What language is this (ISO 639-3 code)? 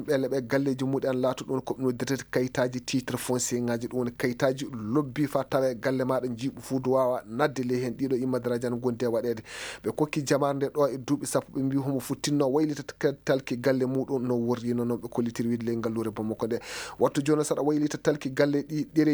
ful